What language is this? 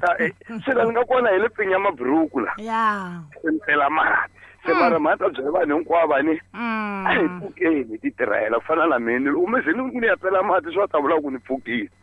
Tsonga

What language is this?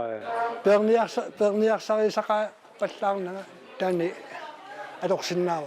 Kalaallisut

